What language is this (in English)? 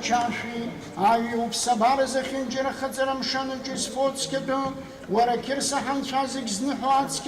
Abkhazian